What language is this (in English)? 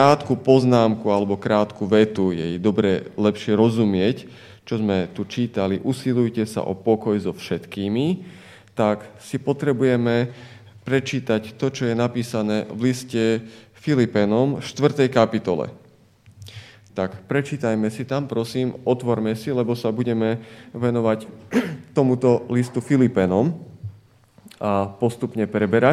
Slovak